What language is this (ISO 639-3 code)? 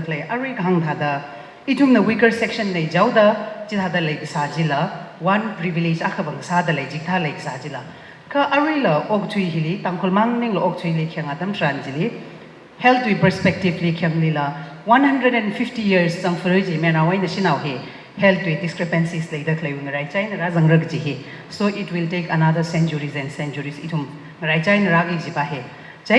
nmf